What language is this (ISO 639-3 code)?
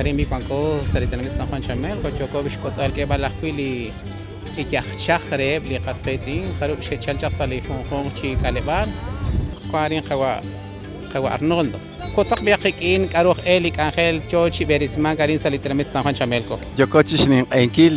kek